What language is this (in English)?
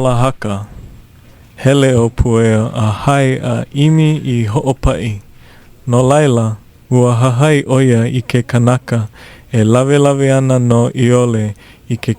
Hawaiian